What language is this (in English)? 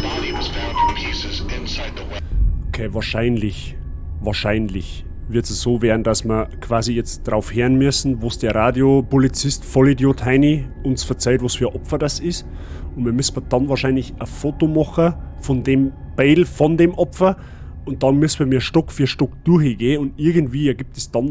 Bavarian